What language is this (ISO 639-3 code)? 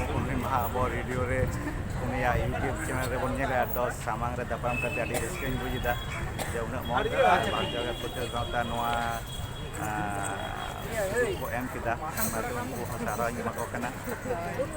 sat